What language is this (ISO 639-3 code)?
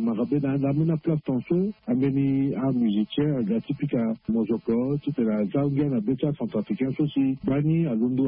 sag